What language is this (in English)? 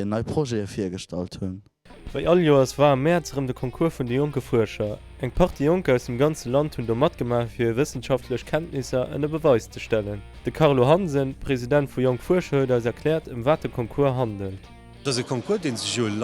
Luxembourgish